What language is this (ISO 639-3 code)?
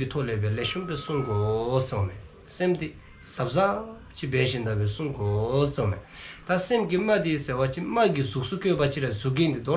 dzo